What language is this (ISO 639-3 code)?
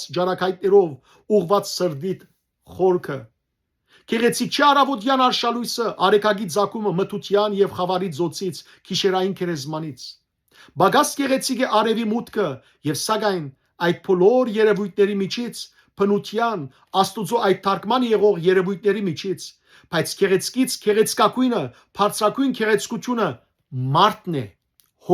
hyw